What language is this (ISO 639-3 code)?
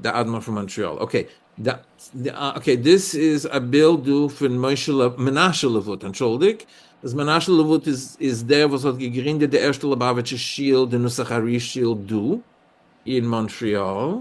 yid